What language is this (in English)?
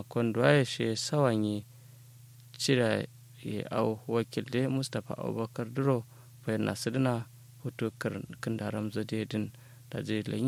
Kanuri